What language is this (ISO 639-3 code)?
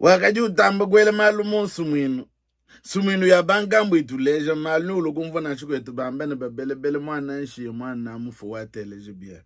lua